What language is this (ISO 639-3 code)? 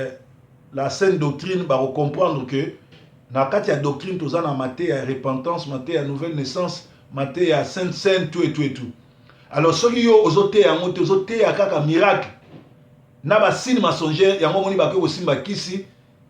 lin